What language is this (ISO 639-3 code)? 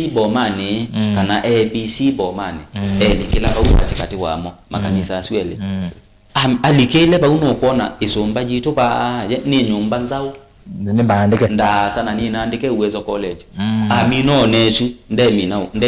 kam